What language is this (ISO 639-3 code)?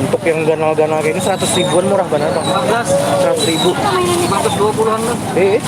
bjn